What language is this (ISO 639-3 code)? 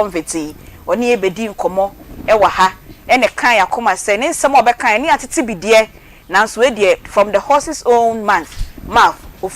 aka